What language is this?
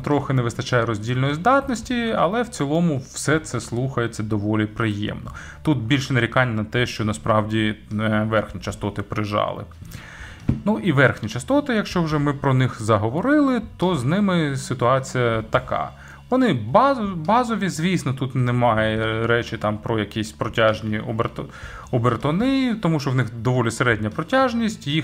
Ukrainian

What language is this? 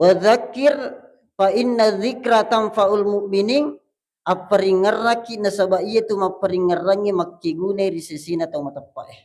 Buginese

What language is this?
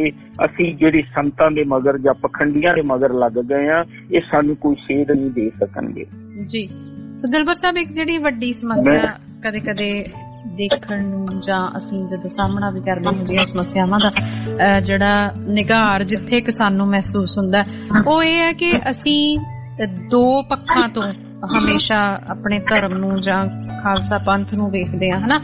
Punjabi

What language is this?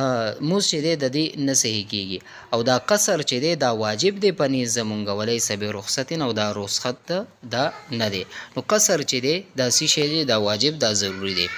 Pashto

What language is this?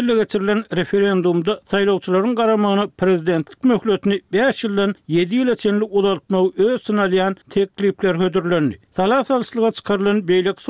Turkmen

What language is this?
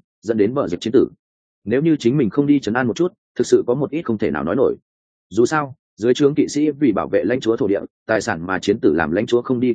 Vietnamese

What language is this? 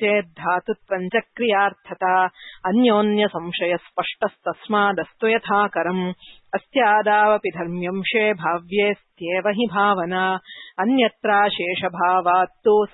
Sanskrit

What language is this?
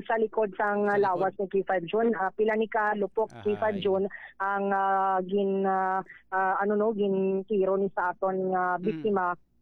Hiligaynon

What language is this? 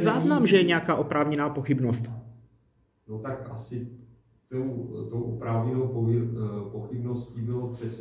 Czech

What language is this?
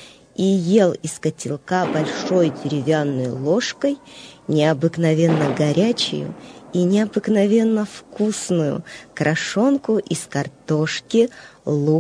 Russian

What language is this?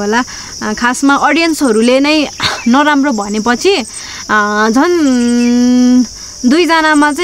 Nepali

